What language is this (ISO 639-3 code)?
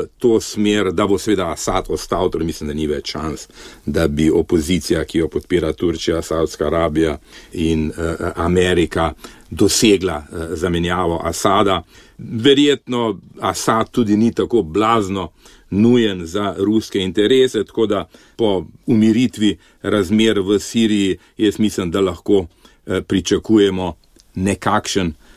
slv